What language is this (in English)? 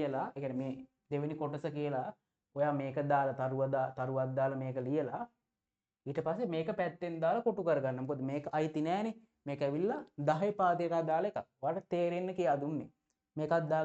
Sinhala